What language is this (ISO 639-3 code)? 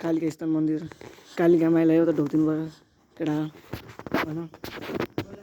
nep